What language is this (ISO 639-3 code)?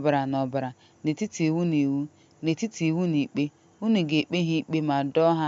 ibo